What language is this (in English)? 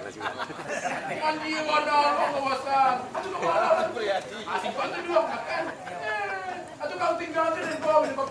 Minangkabau